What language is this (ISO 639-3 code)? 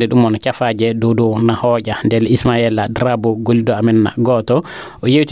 ful